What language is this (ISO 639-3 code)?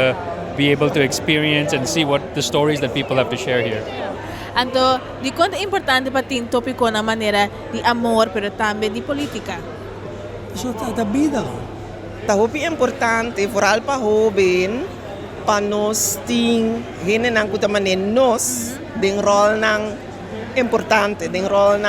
pap